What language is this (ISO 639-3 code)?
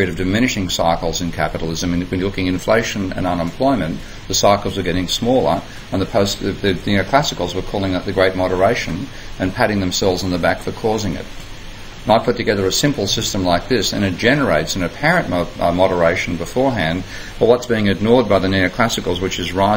eng